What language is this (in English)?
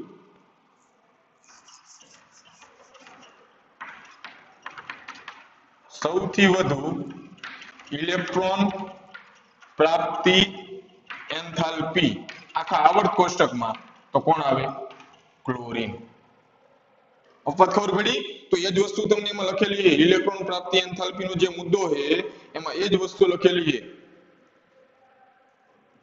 Gujarati